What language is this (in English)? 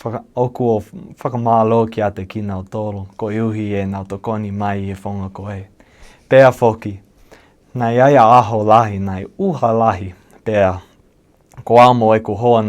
Tongan